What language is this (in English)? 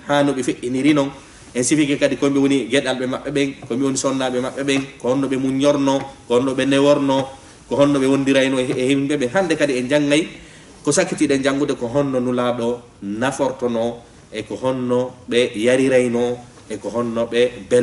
Fula